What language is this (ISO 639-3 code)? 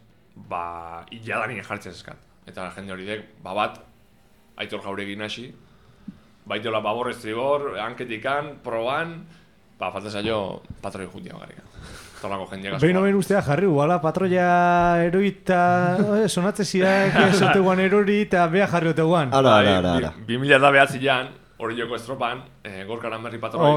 eus